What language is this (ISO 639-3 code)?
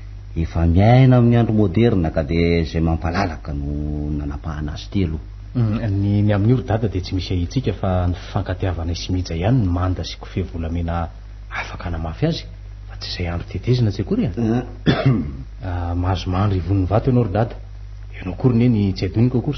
mlg